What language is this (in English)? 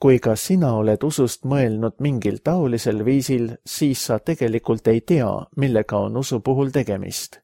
Estonian